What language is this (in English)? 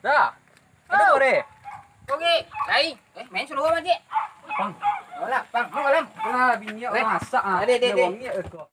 Minangkabau